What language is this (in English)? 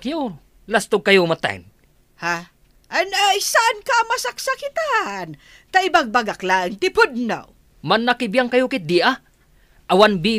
Iloko